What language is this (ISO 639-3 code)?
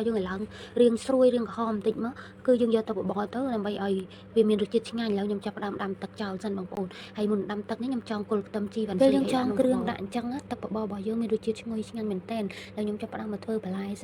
khm